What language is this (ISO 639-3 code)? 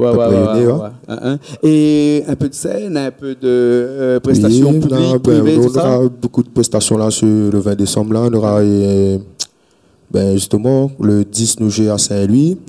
rcf